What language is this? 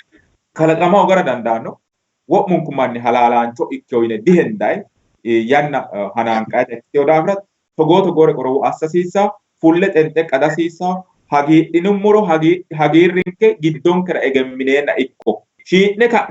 Sidamo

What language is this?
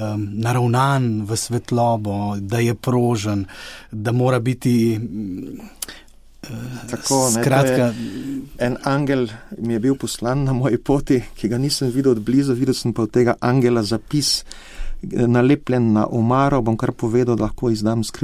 Slovenian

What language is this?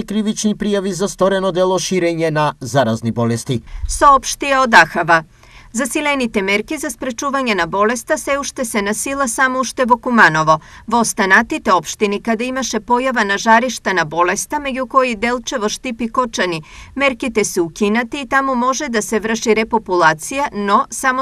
Macedonian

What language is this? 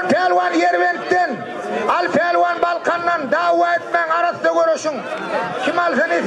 Turkmen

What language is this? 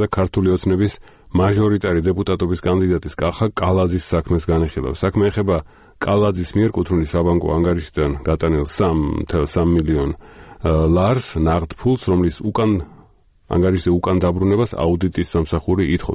Georgian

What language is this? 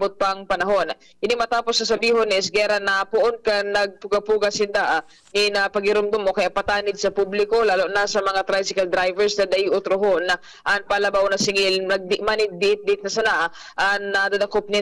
Bikol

